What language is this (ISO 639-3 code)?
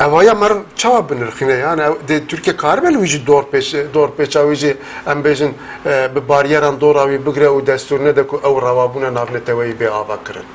kur